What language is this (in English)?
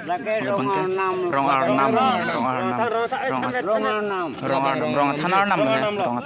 Karbi